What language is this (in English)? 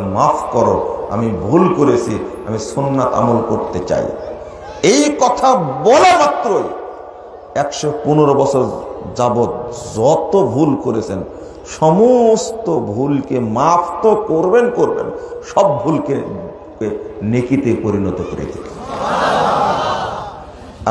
Bangla